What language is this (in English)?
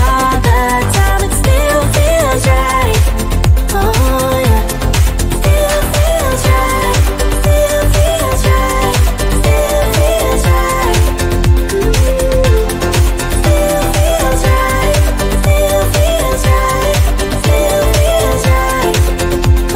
English